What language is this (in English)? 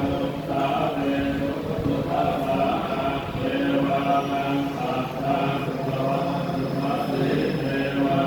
Pali